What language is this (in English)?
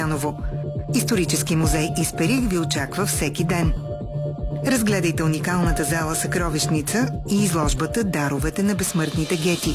Bulgarian